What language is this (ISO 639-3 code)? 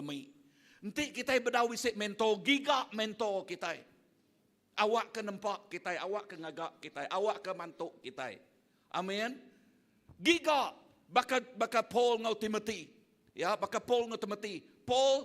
iba